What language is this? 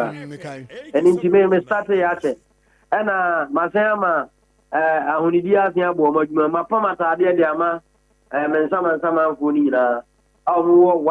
Akan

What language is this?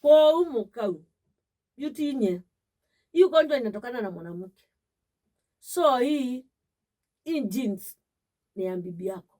Kamba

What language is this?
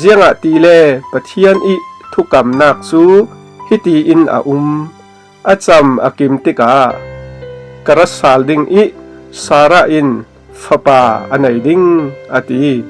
Falam Chin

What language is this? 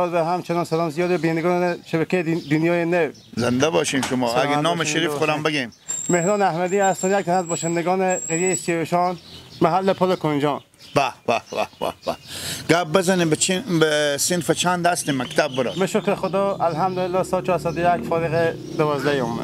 Persian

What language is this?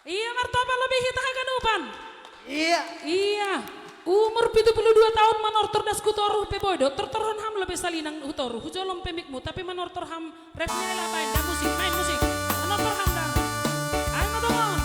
Batak Simalungun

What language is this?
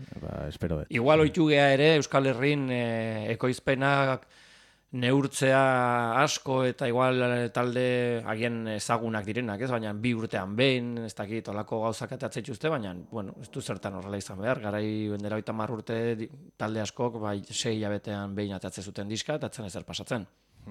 Basque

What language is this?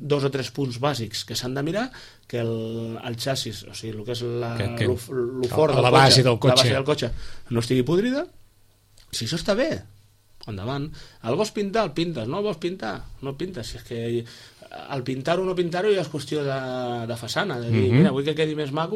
Catalan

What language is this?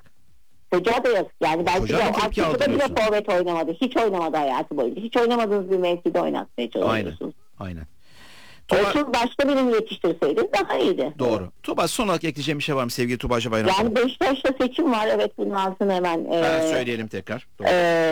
Turkish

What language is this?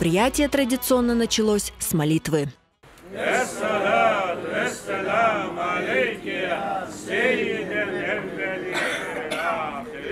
Crimean Tatar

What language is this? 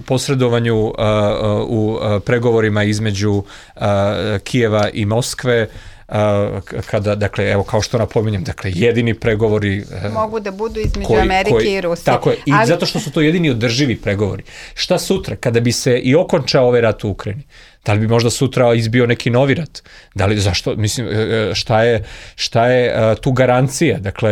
Serbian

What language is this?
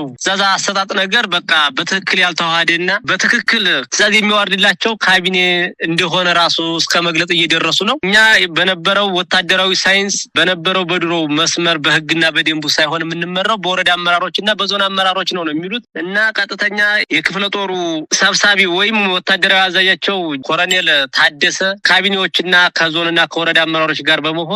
Amharic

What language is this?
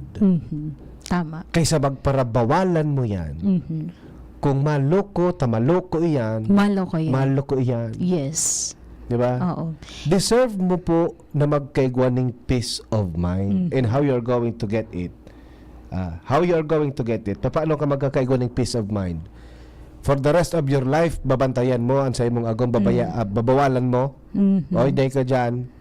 Bikol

